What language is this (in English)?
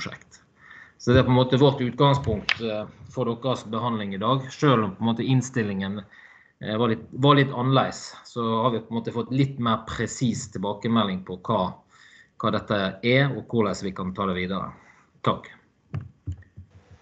Norwegian